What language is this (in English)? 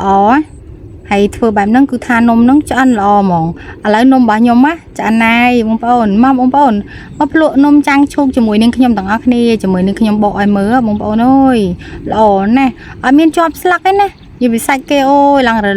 Khmer